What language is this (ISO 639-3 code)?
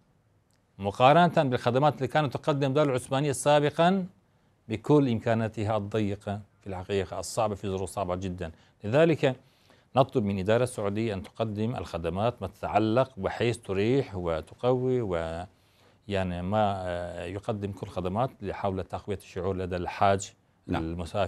ara